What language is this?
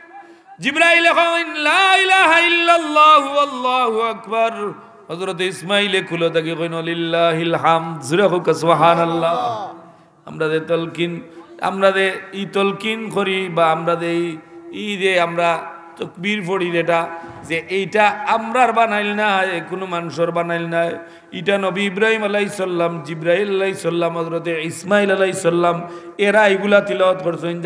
Sylheti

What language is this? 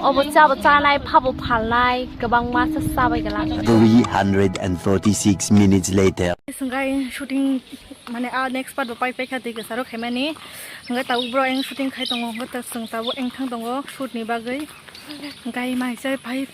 Kok Borok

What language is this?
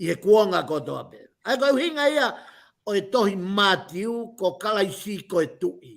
Tongan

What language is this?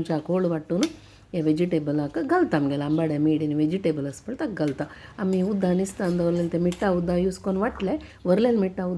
Konkani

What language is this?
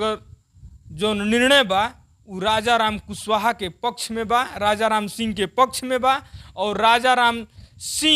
Bhojpuri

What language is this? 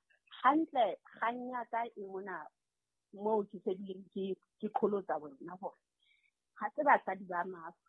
Southern Sotho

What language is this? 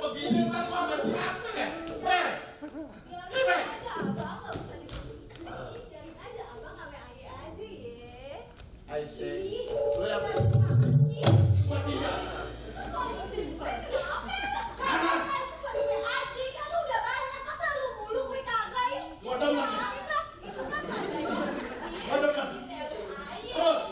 Betawi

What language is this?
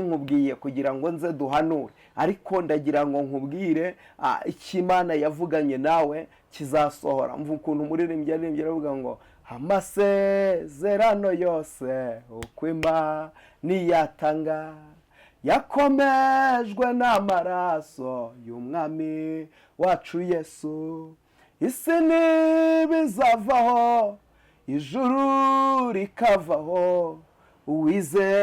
Kinyarwanda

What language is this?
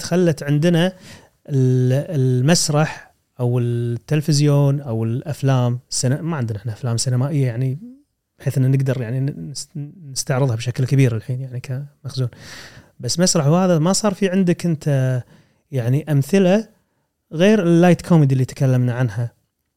Gulf Arabic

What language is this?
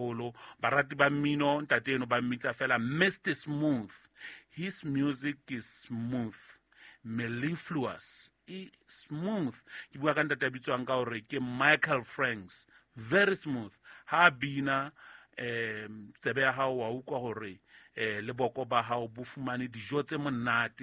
Southern Sotho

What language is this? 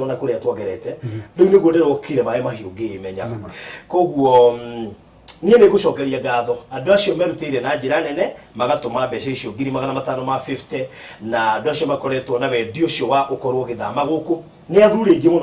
Kikuyu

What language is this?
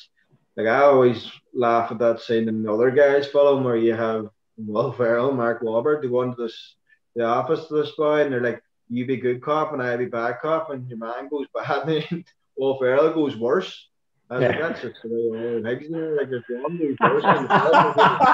English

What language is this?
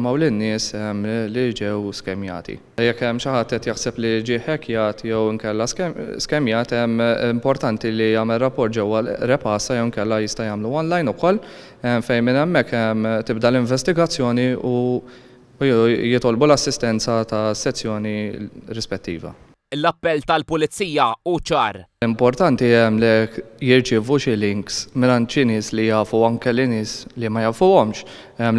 Maltese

